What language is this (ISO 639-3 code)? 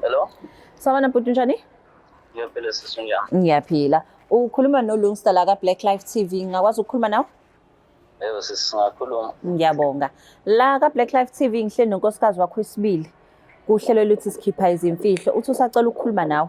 zul